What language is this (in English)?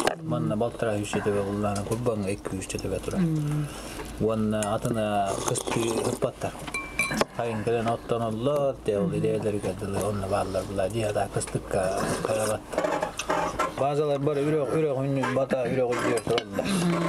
Yakut